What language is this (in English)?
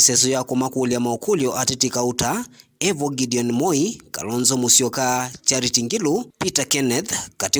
Kamba